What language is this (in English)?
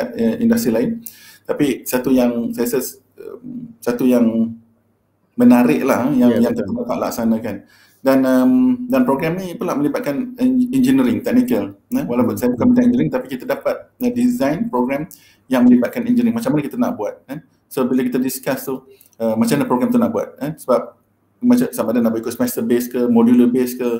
Malay